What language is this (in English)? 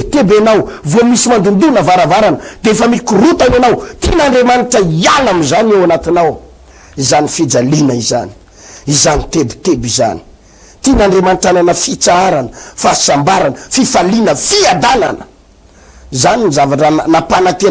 Malagasy